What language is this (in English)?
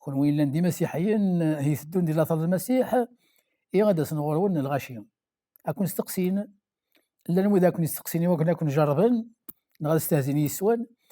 Kabyle